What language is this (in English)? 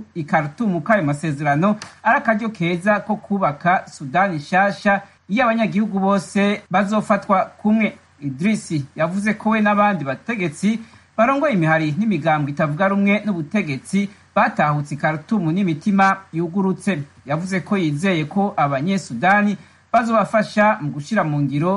Rundi